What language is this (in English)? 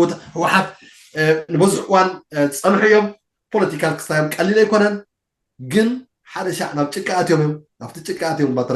Tigrinya